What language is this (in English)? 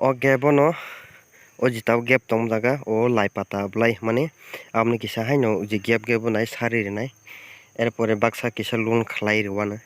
Kok Borok